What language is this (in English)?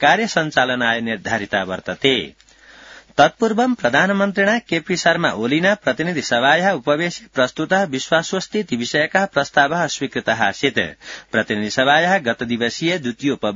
Sanskrit